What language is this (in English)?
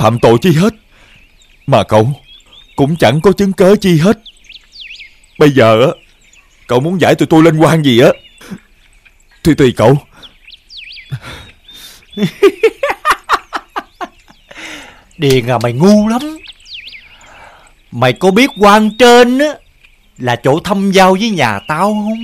Vietnamese